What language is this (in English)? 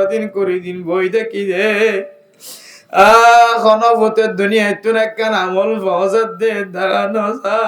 Rohingya